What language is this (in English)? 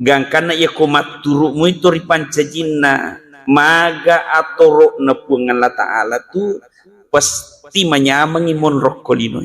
Buginese